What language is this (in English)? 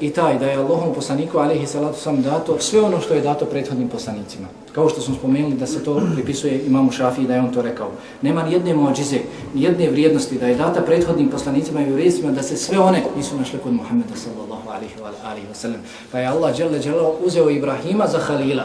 Bosnian